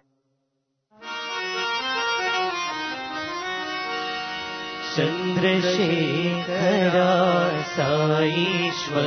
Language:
Telugu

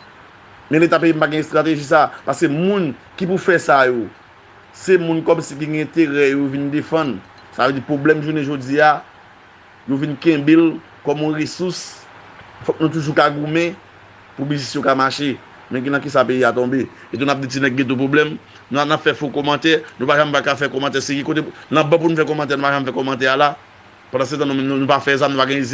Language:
Haitian Creole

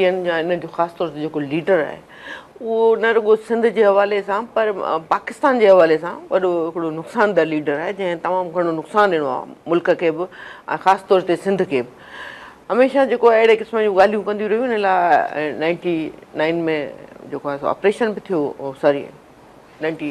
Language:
Sindhi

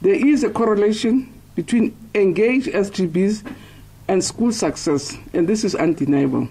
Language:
Tsonga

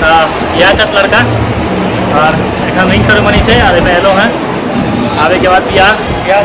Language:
Maithili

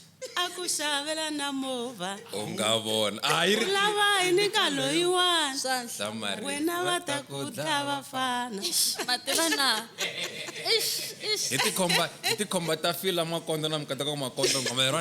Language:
Tsonga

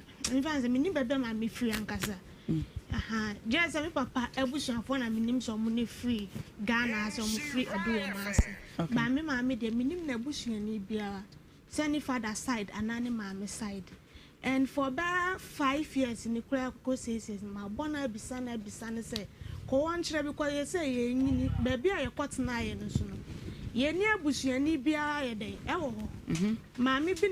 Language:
Akan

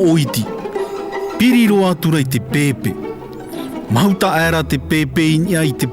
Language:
Tahitian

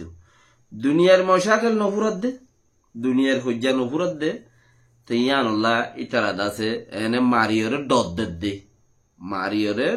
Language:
Rohingya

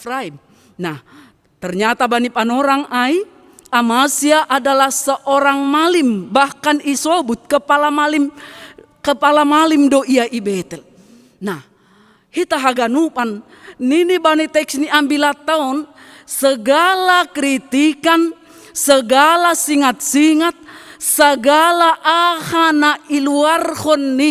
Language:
Batak Simalungun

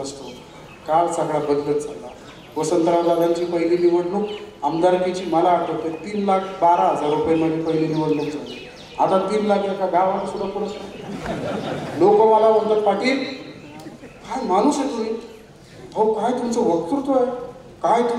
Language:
Marathi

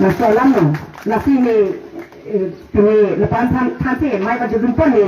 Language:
Karbi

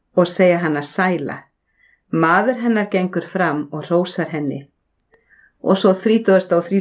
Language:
Icelandic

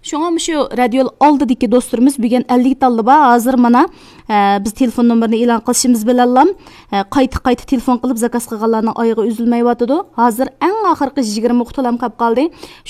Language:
Uyghur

